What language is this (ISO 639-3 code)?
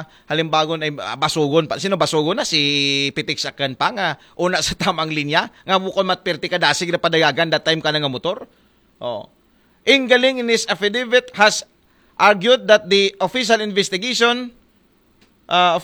akl